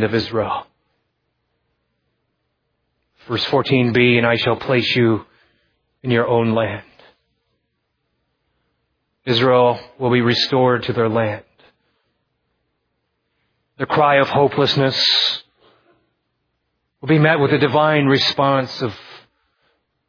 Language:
English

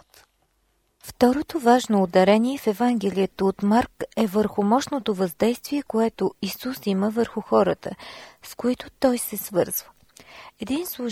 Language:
Bulgarian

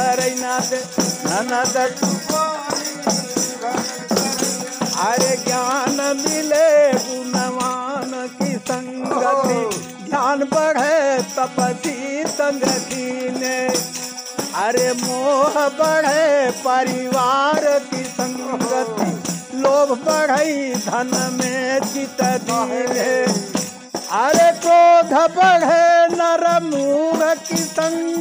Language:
Bhojpuri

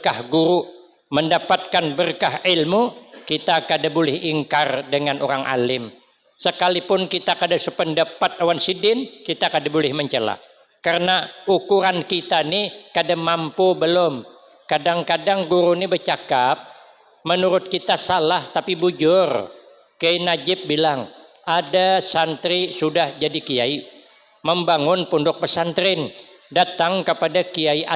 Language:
Banjar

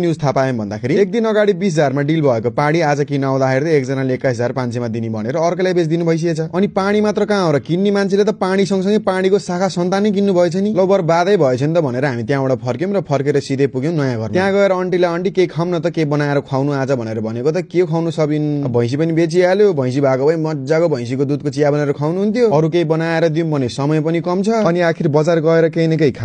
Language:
Nepali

